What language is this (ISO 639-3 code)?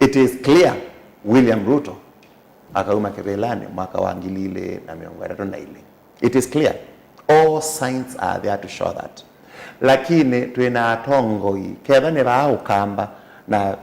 kam